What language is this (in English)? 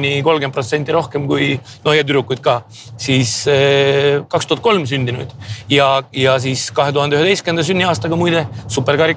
Estonian